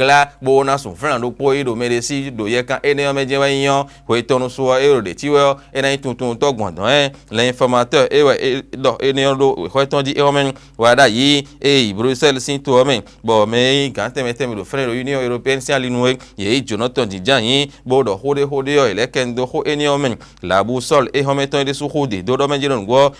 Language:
Fon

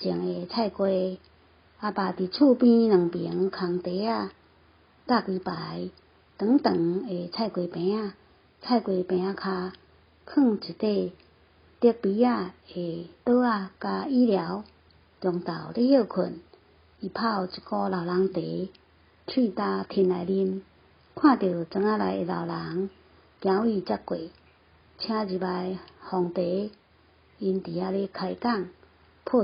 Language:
Min Nan Chinese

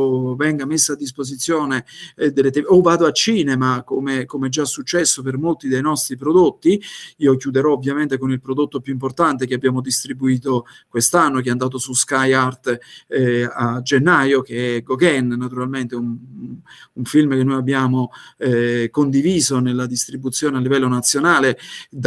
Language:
Italian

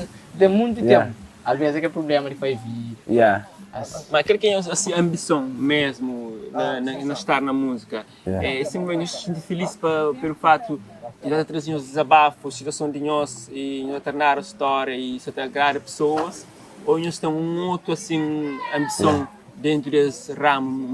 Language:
Kabuverdianu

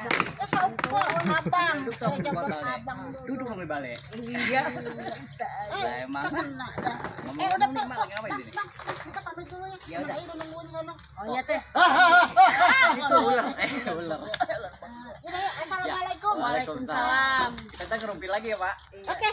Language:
Betawi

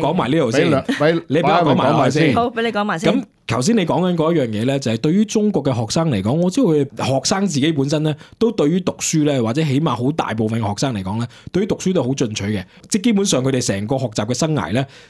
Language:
Cantonese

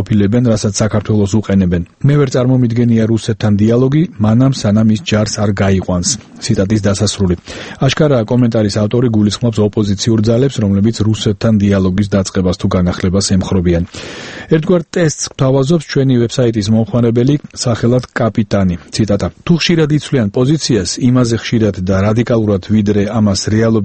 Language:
Georgian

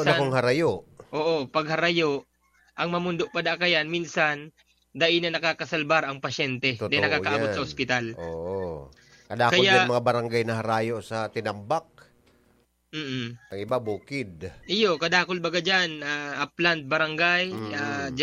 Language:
Bikol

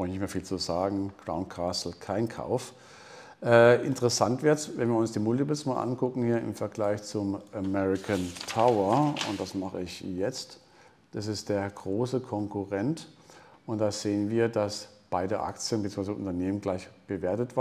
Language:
German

